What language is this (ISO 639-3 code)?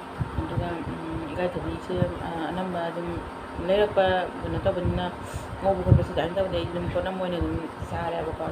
mni